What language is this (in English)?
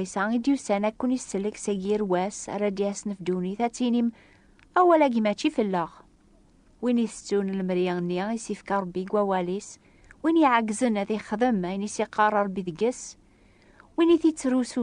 Kabyle